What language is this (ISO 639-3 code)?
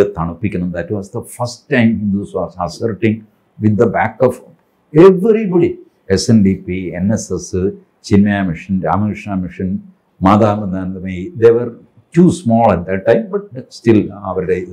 mal